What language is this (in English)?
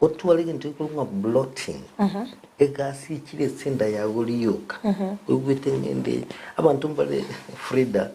Gusii